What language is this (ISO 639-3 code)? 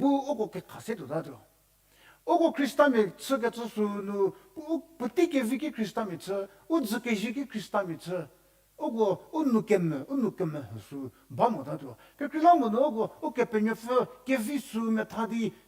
njm